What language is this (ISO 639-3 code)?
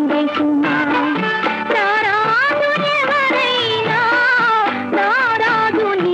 tel